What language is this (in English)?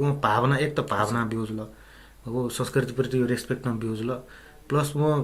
Newari